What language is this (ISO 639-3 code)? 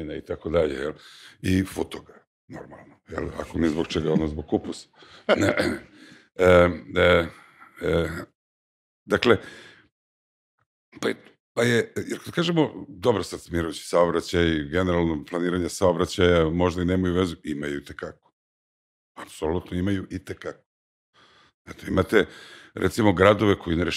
srp